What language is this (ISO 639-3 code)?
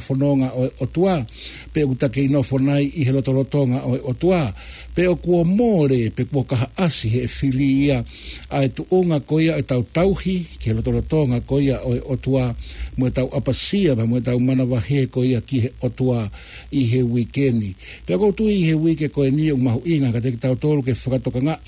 ton